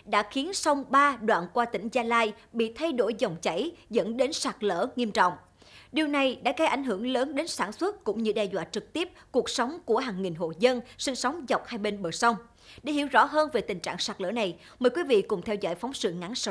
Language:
Vietnamese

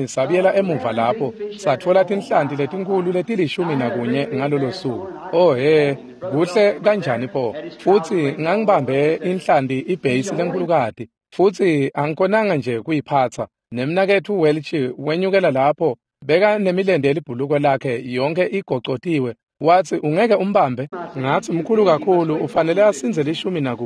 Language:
Swati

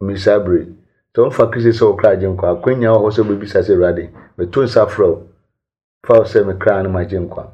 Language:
Akan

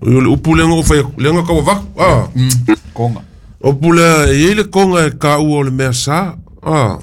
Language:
Samoan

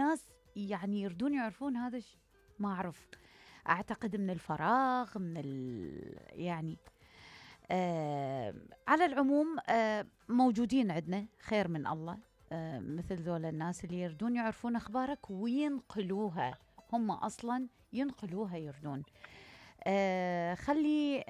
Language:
Mesopotamian Arabic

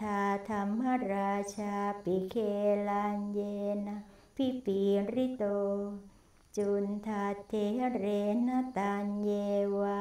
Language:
Thai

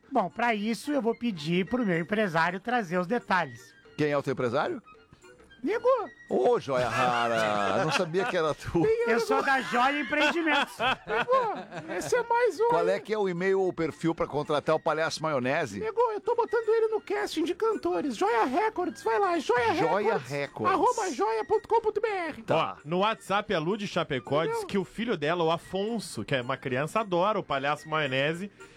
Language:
Portuguese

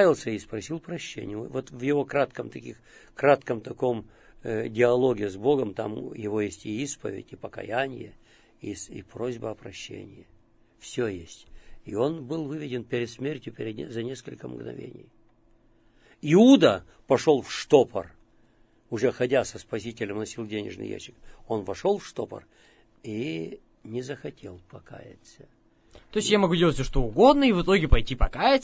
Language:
Russian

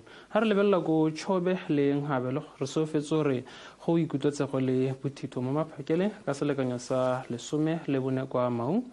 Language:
Tswana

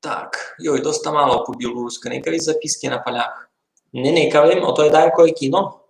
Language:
Rusyn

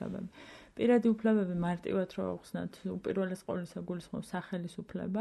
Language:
Georgian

